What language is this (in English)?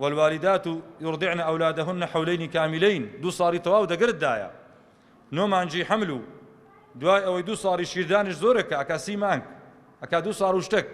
Central Kurdish